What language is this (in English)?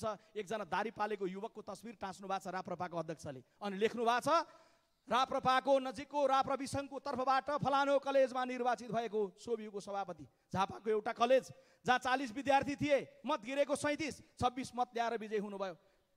Nepali